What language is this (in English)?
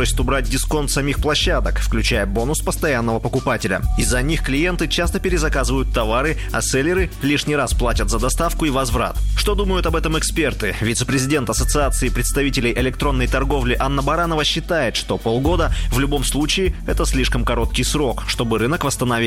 Russian